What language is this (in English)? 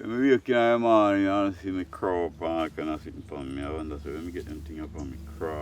Jamaican Creole English